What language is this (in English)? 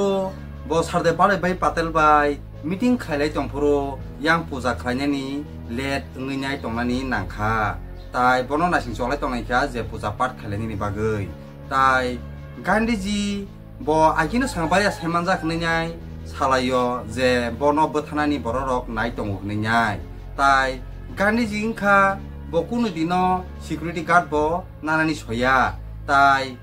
Kok Borok